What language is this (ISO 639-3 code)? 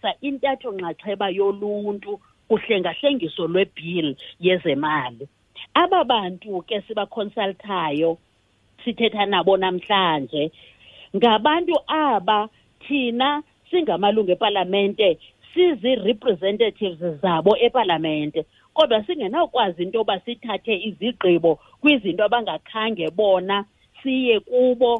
xho